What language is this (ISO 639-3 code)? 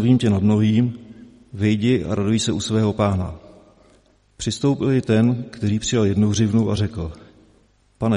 ces